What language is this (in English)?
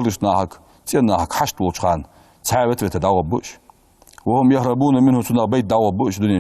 Ingush